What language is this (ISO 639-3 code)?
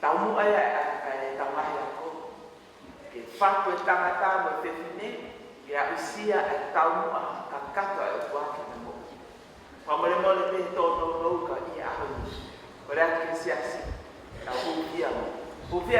ton